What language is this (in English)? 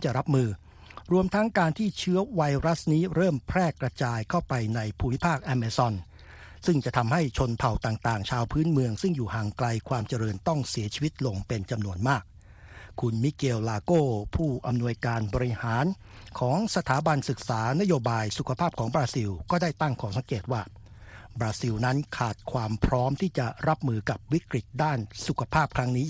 Thai